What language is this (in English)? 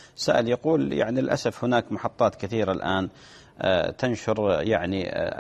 Arabic